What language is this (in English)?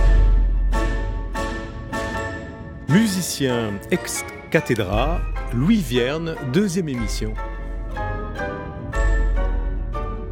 French